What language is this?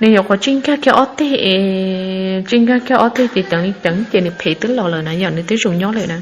Hmong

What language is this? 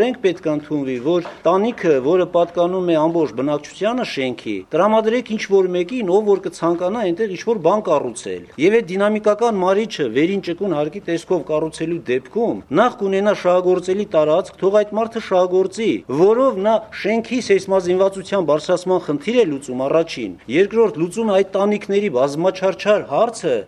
Armenian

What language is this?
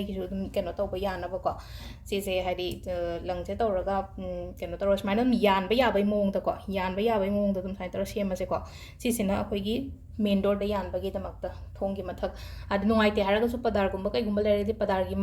Manipuri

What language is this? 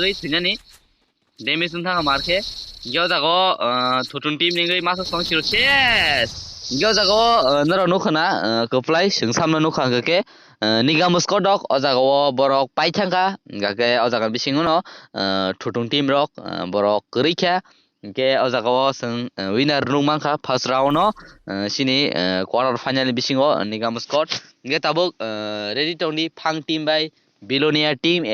Kok Borok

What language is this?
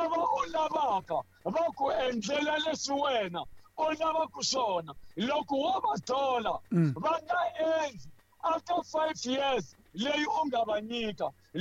Tsonga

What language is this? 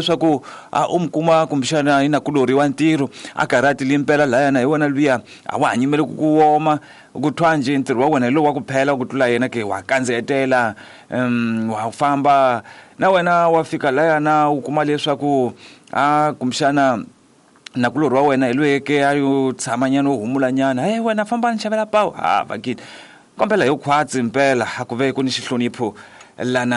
Tsonga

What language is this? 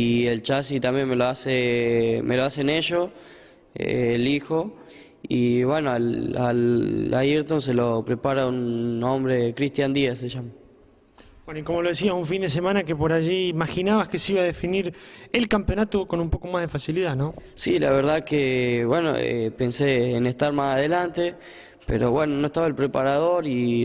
Spanish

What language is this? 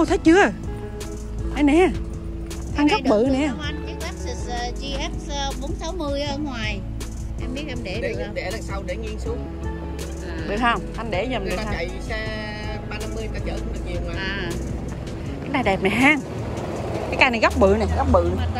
Vietnamese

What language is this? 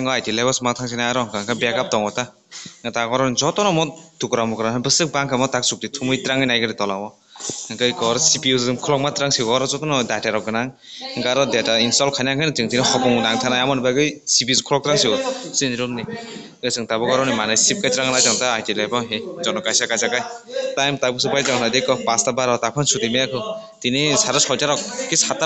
Kok Borok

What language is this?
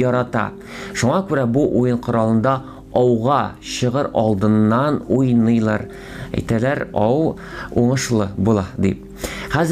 Tatar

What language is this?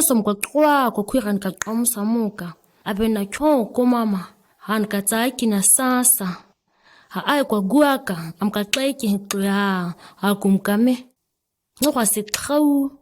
ǁGana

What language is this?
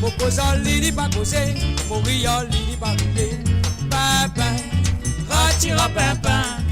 Morisyen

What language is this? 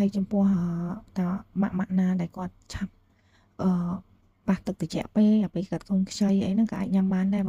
Khmer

